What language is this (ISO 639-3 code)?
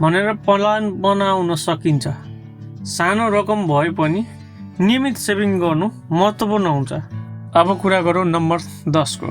nep